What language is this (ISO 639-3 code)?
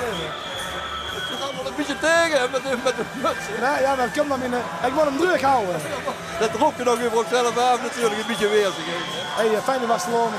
lim